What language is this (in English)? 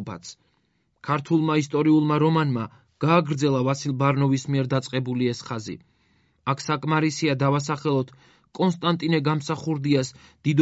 Georgian